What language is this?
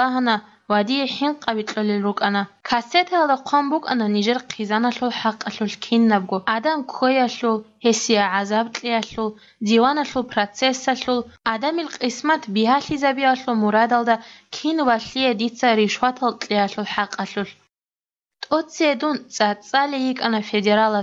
Avaric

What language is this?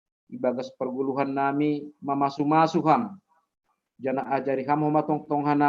Batak Simalungun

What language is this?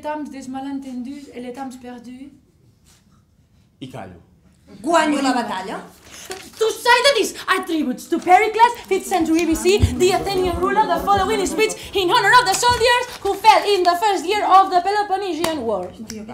Catalan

